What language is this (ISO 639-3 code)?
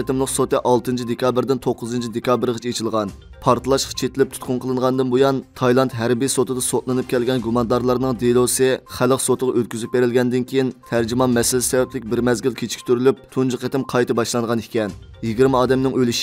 uig